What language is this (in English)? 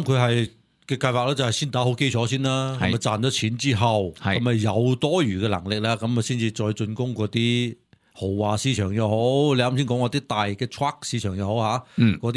Cantonese